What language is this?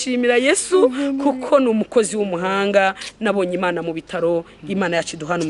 Kinyarwanda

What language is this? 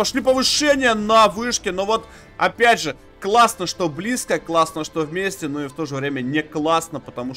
Russian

